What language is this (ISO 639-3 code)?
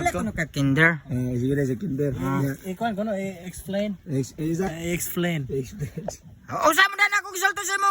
ceb